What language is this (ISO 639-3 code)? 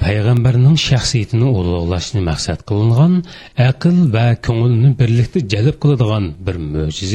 uig